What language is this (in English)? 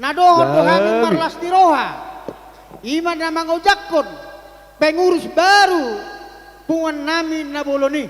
Batak Toba